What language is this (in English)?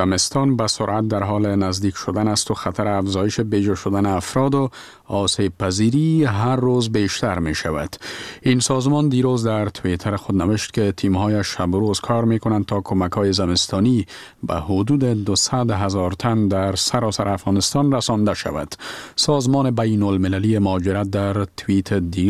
Persian